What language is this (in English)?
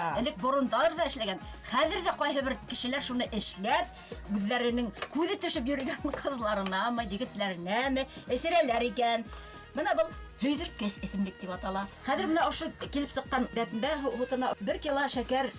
Bashkir